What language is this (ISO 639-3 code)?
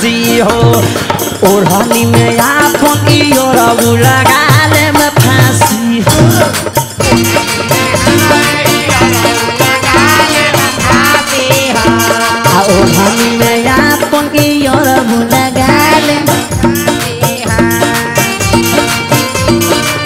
bho